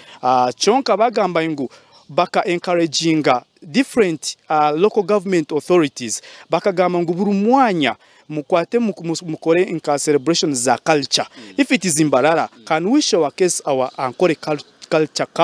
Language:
Nyankole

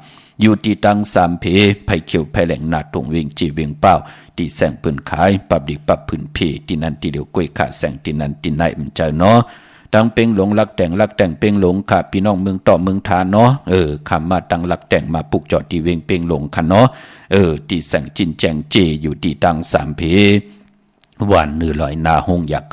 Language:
Shan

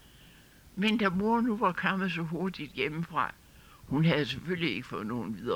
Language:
Danish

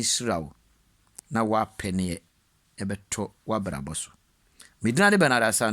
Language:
Akan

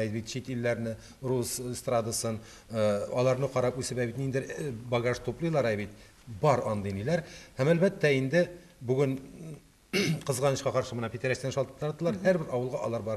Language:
Tatar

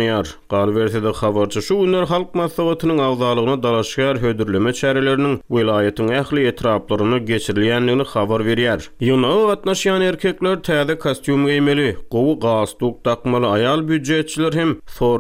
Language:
Turkmen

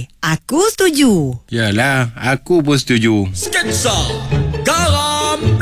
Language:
Malay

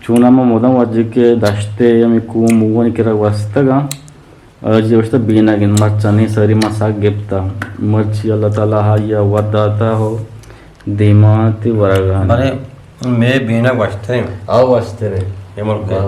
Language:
Eastern Balochi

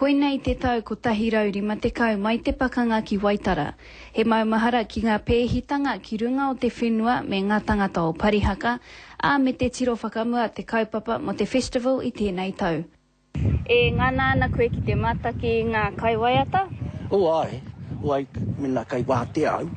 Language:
Māori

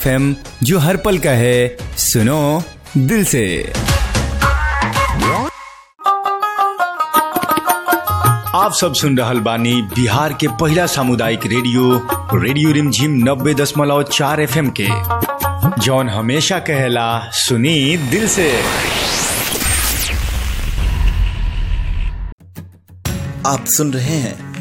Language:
Bhojpuri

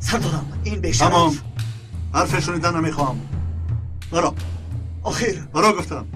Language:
Tajik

